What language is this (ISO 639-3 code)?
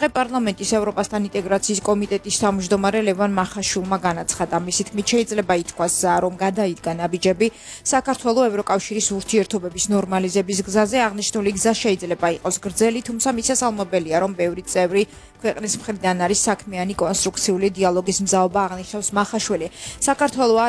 kat